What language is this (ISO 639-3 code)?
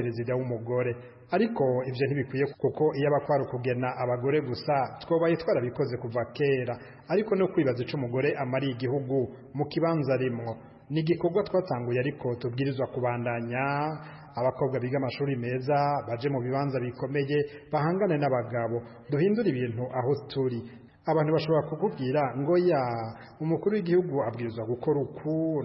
run